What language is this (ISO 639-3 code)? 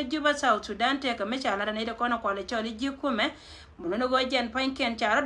nus